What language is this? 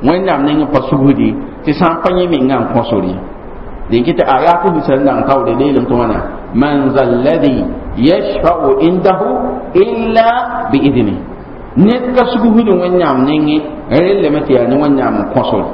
Mossi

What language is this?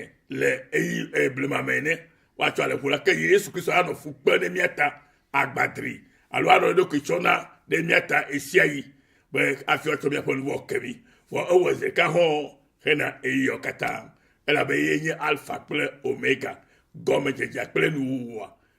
Ewe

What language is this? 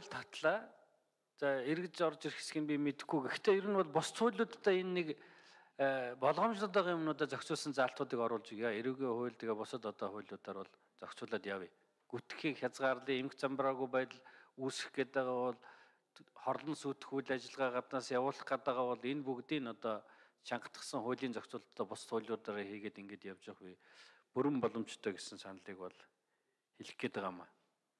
Mongolian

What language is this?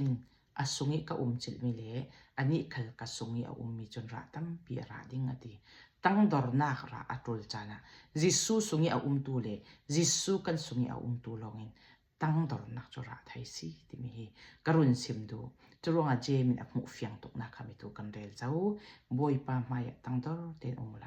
Falam Chin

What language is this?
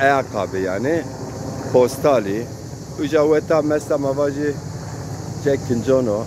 Zaza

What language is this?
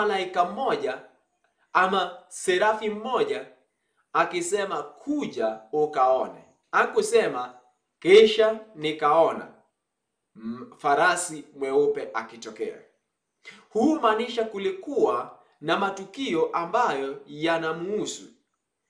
Swahili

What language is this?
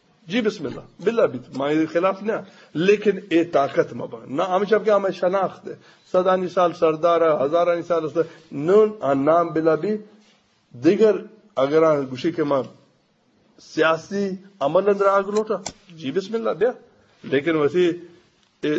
Eastern Balochi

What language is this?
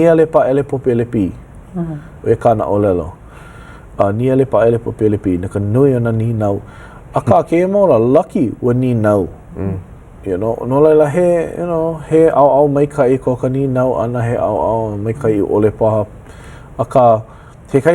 Hawaiian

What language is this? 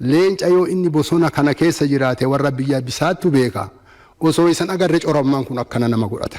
Oromo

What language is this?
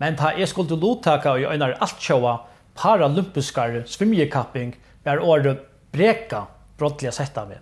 Faroese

